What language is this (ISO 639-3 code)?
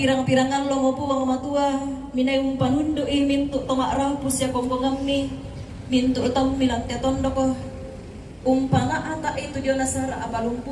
sda